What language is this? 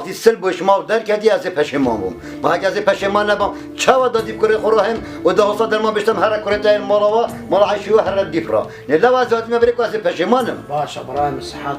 Kurdish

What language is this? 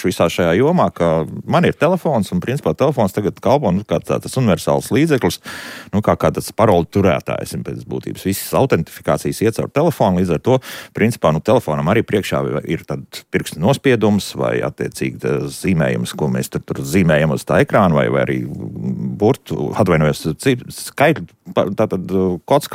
Latvian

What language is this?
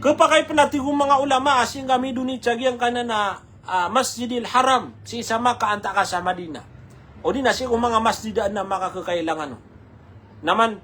Maranao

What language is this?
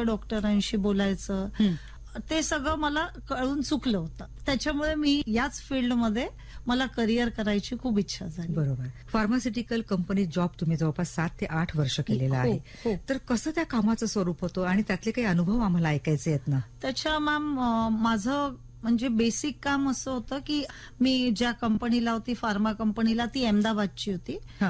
Marathi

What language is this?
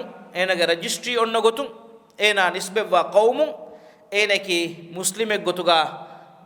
Divehi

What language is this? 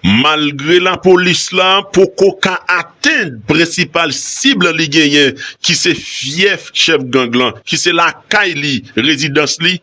Haitian Creole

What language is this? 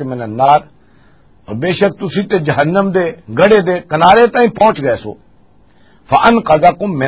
Western Panjabi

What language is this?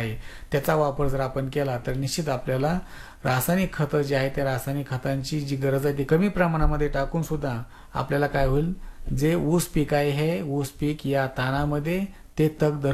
Marathi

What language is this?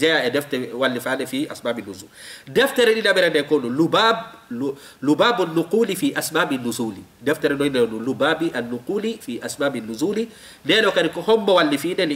Fula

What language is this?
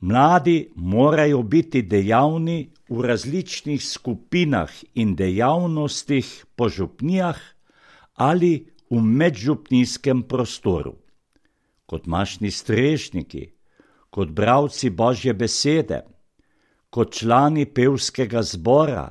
Slovenian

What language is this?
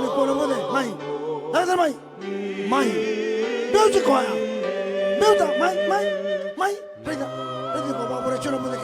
Fijian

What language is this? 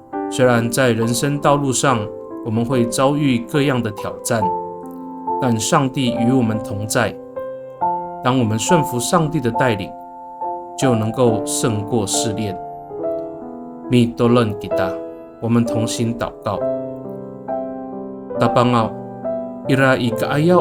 Amis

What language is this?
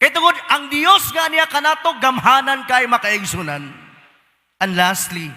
Cebuano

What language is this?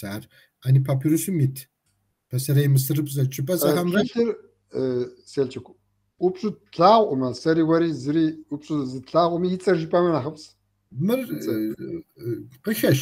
Kabardian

